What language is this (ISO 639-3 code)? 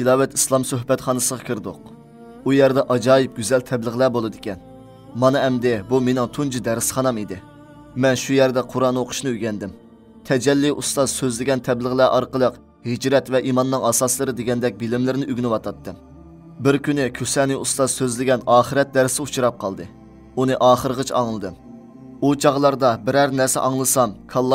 uig